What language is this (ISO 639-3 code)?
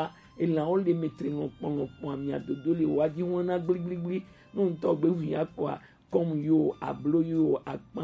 gej